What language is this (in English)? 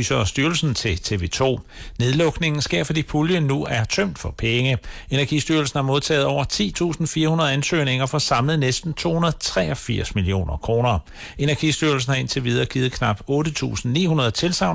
Danish